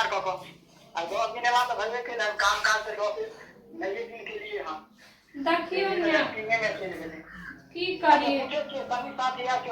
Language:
Maithili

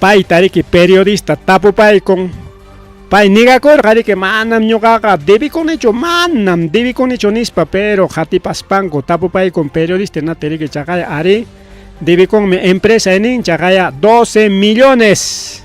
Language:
Ayacucho Quechua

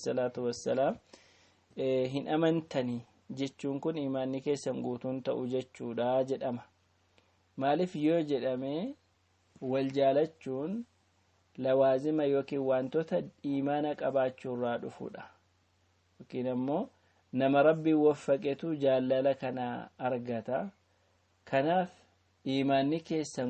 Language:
Oromo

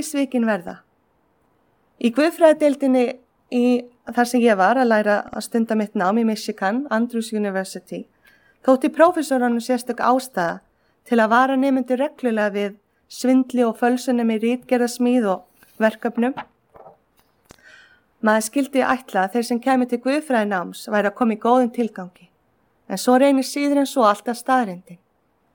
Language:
Icelandic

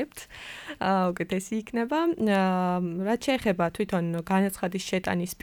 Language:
Georgian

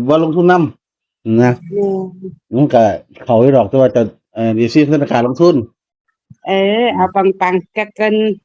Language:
Northeastern Thai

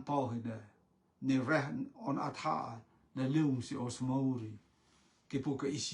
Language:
Rotuman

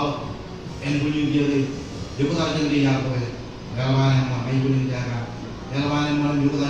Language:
Marshallese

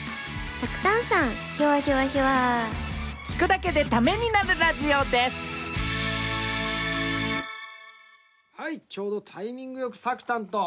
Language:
Japanese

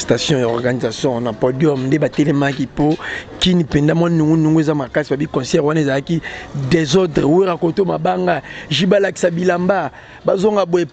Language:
Lingala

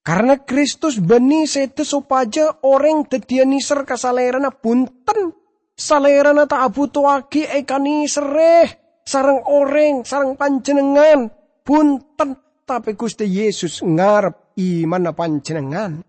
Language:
Madurese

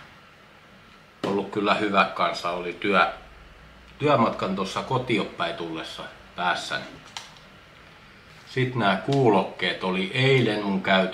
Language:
Finnish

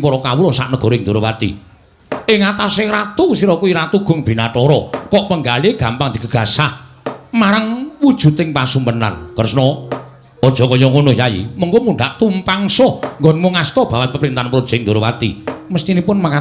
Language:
Javanese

